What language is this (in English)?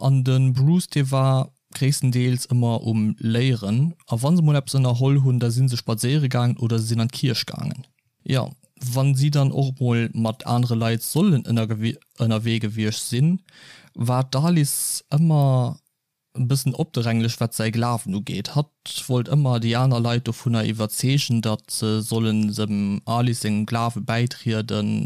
Luxembourgish